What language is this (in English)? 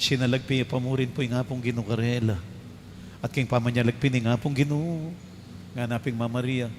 Pampanga